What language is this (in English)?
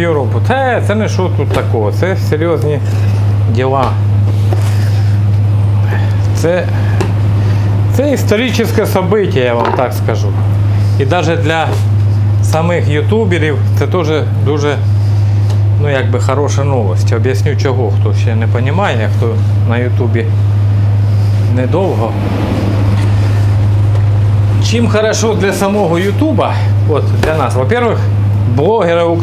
Ukrainian